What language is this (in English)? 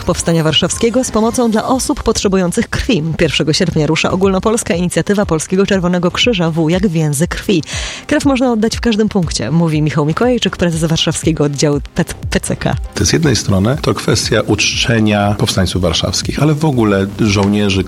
Polish